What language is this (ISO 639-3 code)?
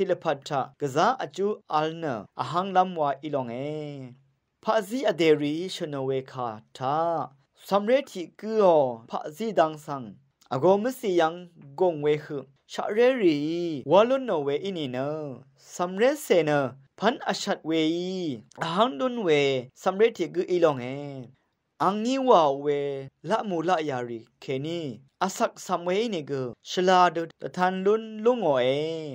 raw